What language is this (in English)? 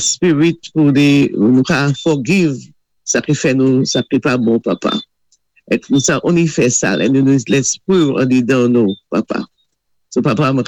Saint Lucian Creole French